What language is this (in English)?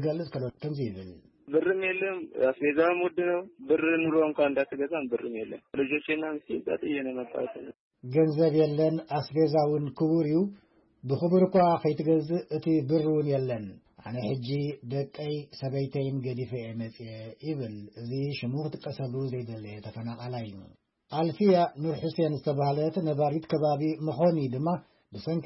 Tigrinya